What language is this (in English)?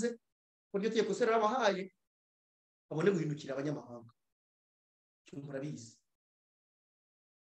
Kinyarwanda